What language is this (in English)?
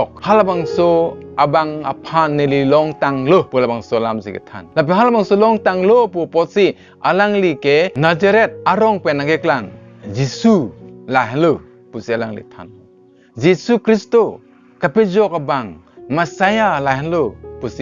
Karbi